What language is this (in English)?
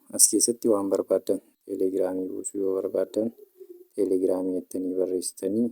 Oromo